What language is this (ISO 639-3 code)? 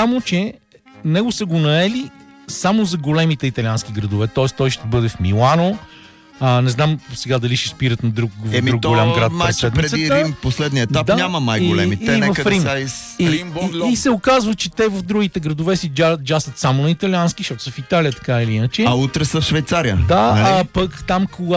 bul